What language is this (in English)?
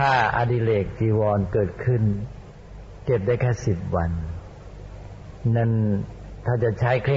Thai